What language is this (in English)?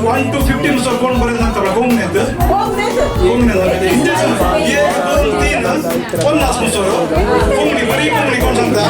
Konkani